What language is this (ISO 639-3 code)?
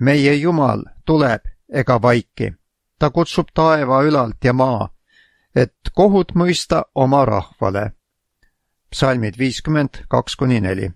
est